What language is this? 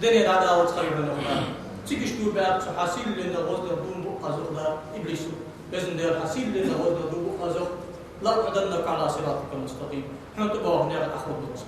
Ingush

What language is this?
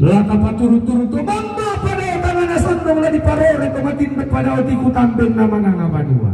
Toraja-Sa'dan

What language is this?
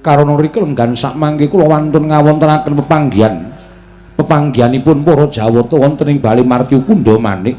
Javanese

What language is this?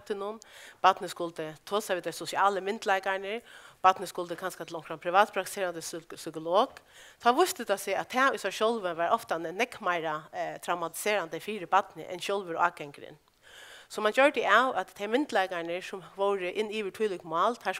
Faroese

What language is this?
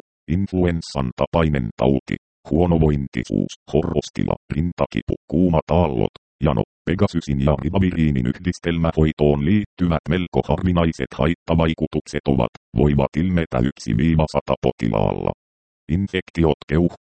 Finnish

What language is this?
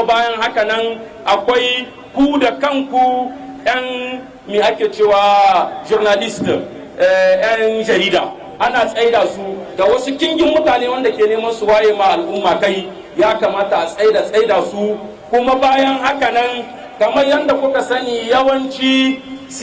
Hausa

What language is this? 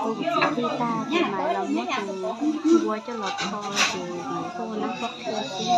Hmong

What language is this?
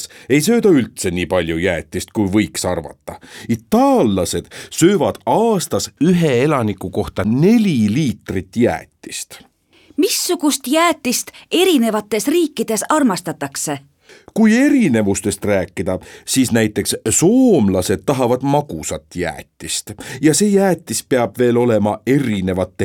Estonian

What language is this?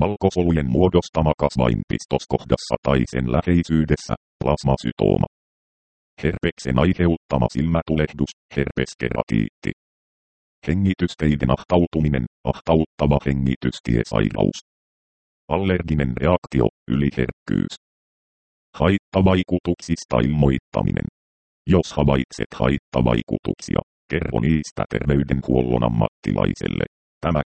Finnish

